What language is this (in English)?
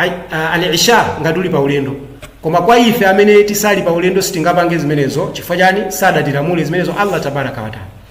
Nyanja